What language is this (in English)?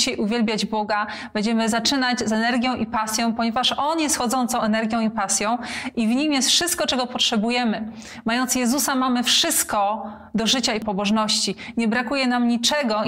Polish